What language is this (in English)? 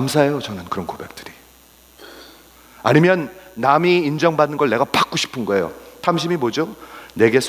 Korean